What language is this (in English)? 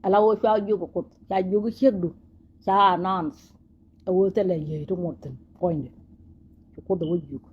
Nuer